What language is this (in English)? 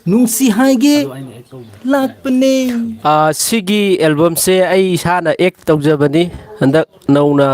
Manipuri